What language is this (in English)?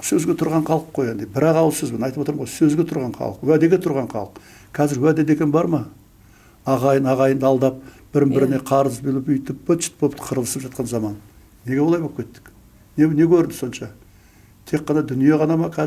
Kazakh